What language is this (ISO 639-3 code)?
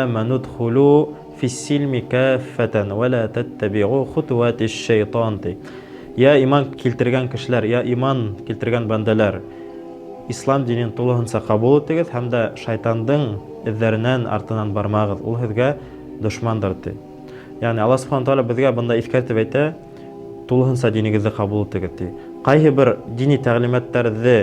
bak